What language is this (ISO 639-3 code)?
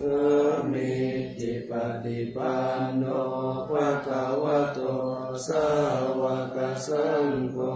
pli